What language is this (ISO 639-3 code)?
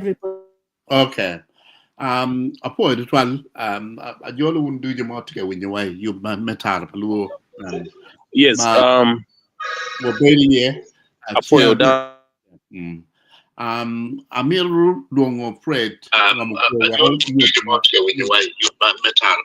ach